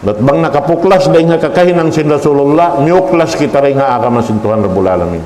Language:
Tausug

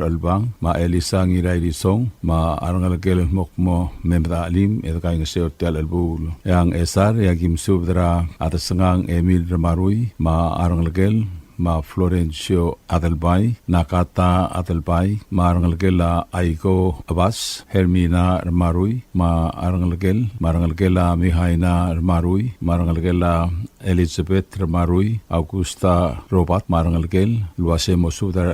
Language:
Palauan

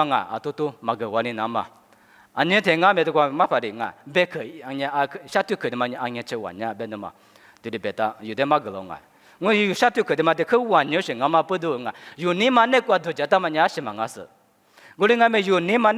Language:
Lisu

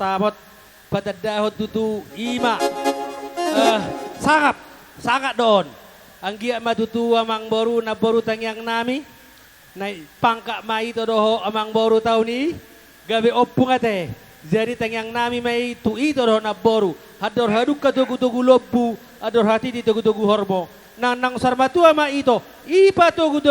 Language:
Batak Toba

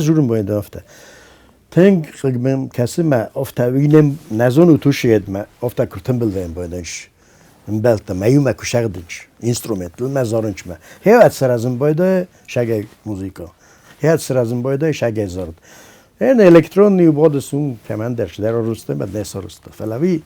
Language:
Ossetic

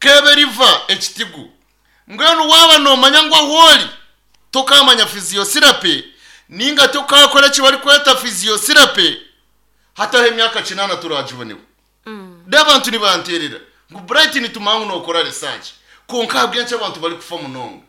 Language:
Nyankole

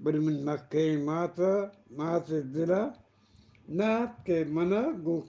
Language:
Eastern Balochi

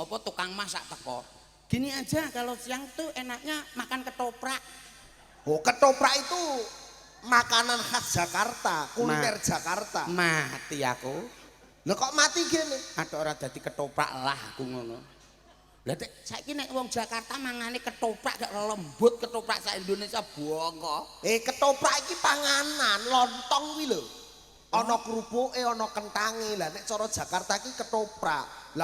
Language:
Javanese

